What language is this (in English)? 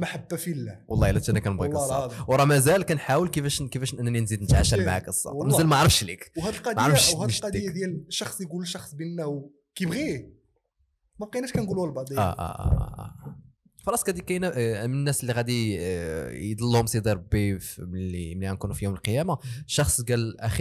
Moroccan Arabic